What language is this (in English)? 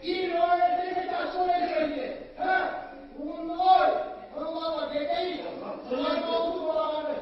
Kumyk